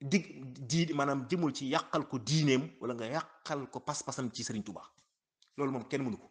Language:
Wolof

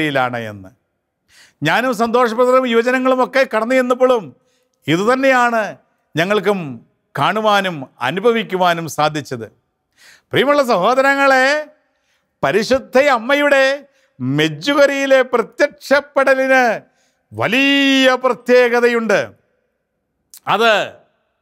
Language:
Malayalam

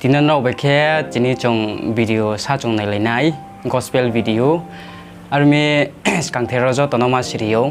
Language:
Riang (India)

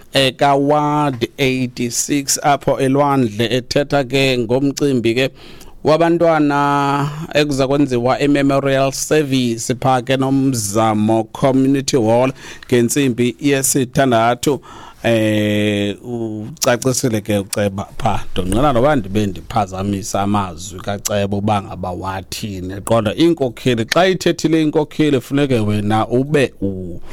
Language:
Xhosa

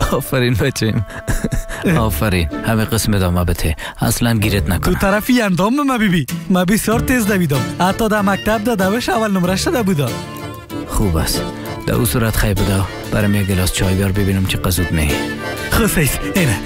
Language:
Persian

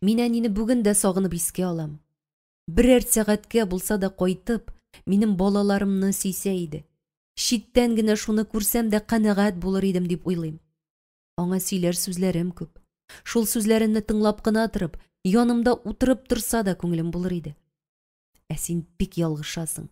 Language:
Tatar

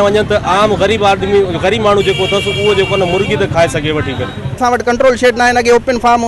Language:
Sindhi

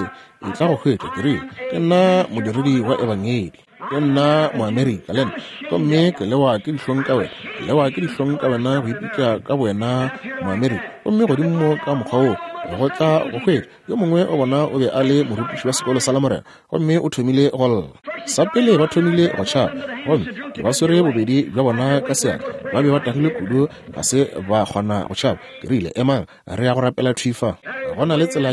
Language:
Northern Sotho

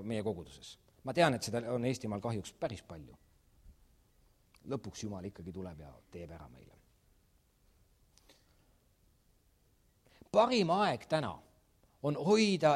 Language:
Estonian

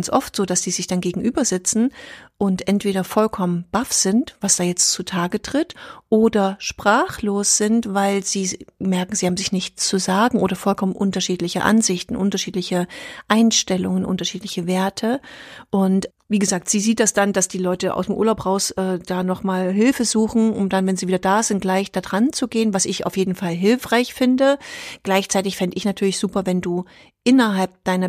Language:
German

